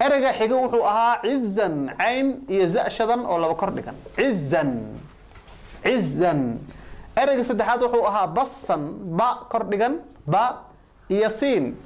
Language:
Somali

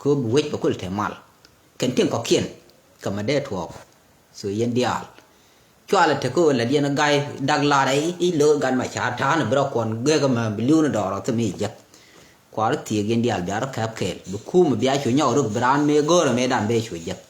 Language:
Nuer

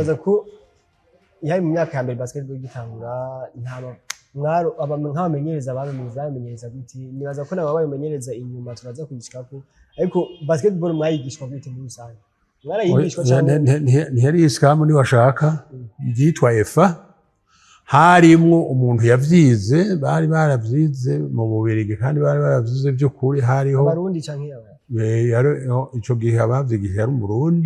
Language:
Rundi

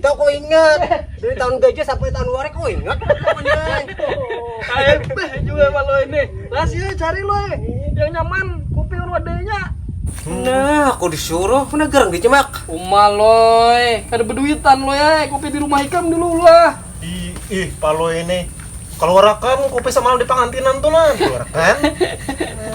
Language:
Banjar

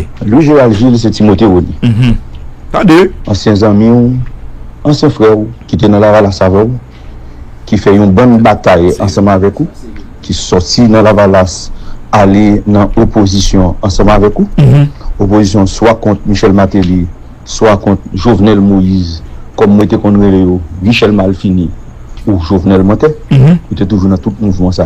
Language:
Haitian Creole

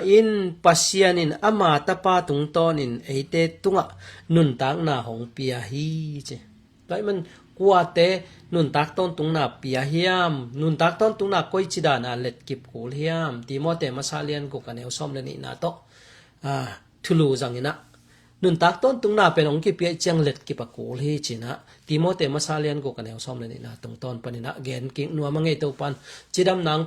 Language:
Tedim Chin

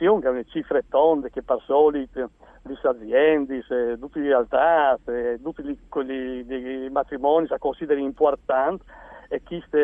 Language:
Friulian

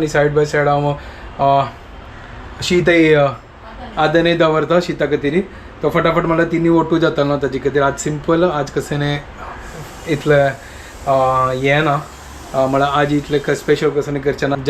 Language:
Konkani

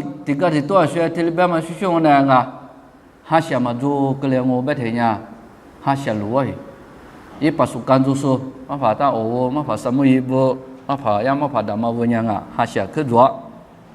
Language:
Lisu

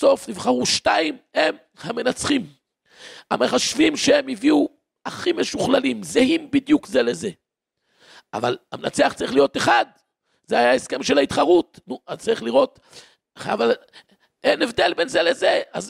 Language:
Hebrew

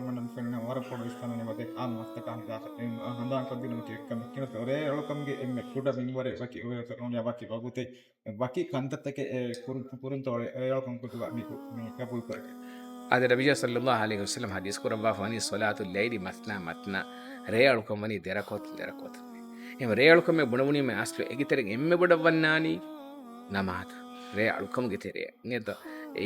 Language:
Divehi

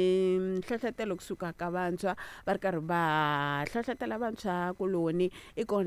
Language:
Tsonga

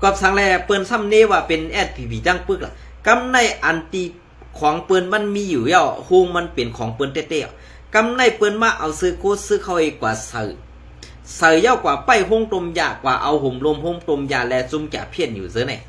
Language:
Shan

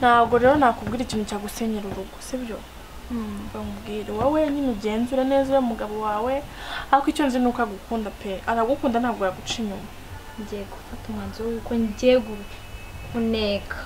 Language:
Kinyarwanda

